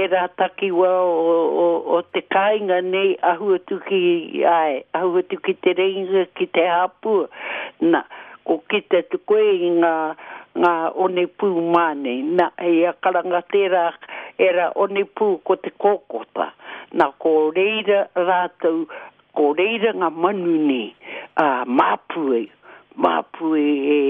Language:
Māori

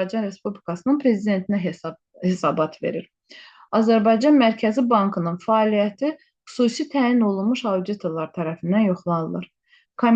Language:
Azerbaijani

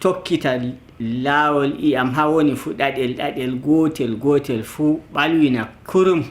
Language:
Nigerian Fulfulde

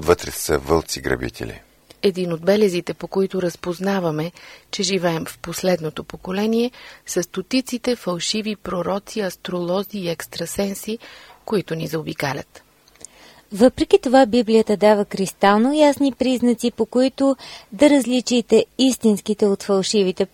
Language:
Bulgarian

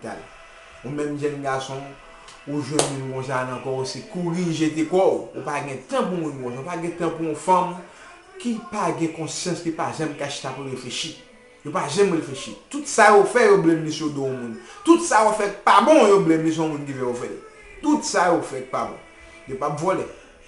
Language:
Haitian Creole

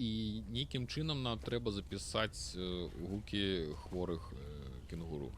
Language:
Belarusian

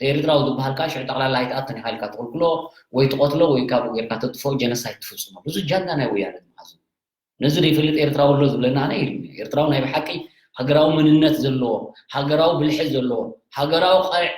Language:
Tigrinya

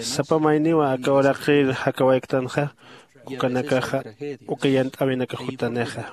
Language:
Aymara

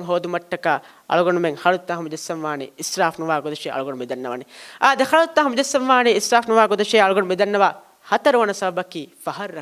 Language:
Divehi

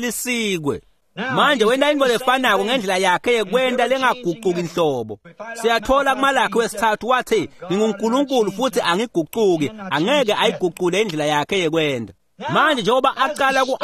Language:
Swati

